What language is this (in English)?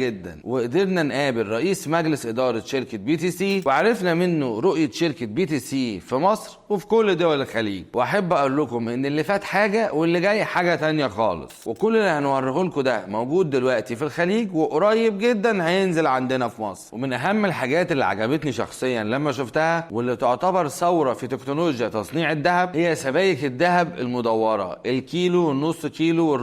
Egyptian Arabic